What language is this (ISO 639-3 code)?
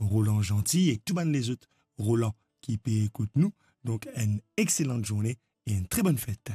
mfe